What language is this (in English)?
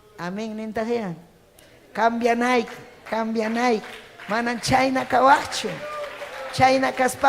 Ayacucho Quechua